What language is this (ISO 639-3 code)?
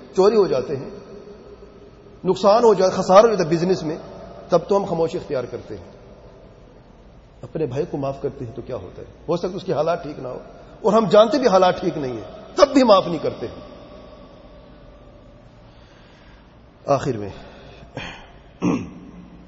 urd